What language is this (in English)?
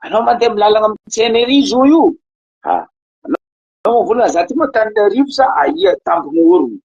Malagasy